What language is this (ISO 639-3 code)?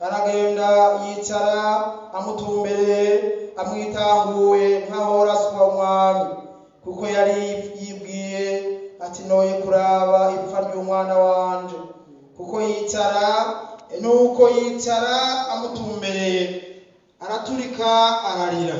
run